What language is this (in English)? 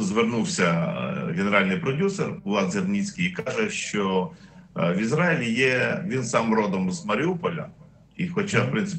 Ukrainian